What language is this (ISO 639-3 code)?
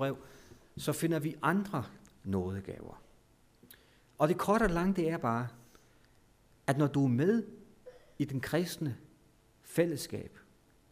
dan